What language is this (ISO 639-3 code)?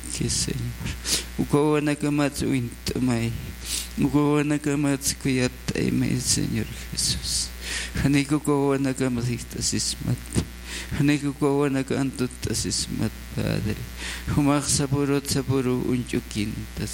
aym